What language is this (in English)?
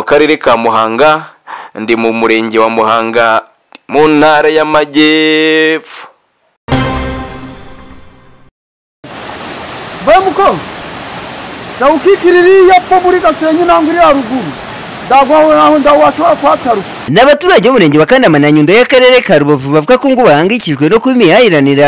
Kinyarwanda